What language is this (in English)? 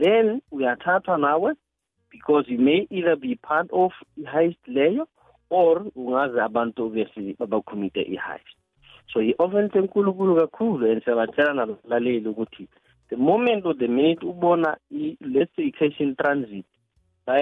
South Ndebele